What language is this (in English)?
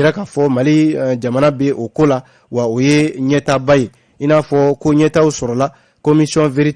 Bambara